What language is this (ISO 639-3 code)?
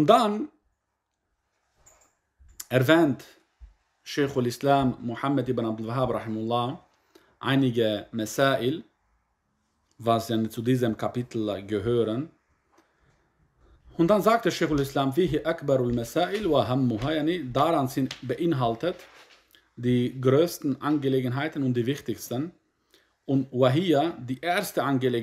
deu